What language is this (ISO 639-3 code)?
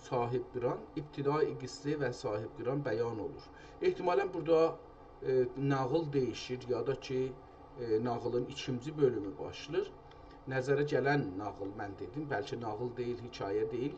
azb